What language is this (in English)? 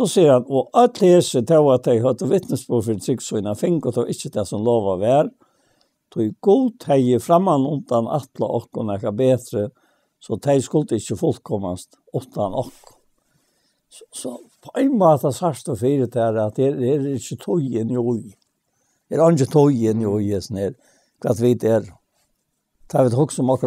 Faroese